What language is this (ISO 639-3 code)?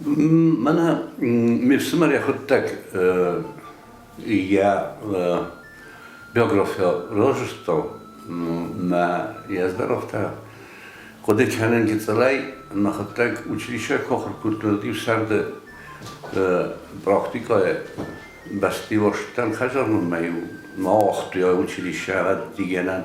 oss